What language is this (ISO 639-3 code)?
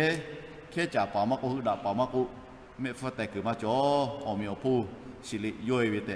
lhu